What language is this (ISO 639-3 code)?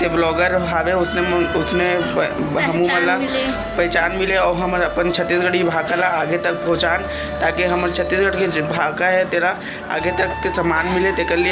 hne